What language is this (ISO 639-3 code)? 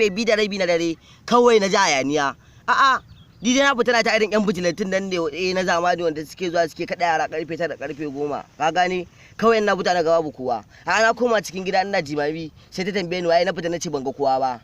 hau